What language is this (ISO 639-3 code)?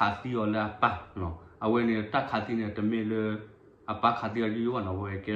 ksw